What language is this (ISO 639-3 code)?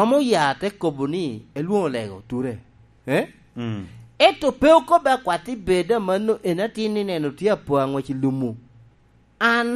laj